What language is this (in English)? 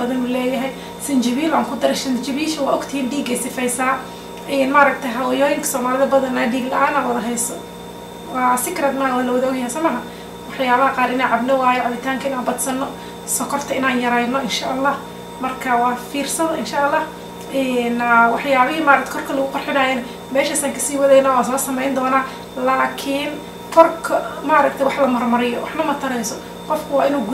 Somali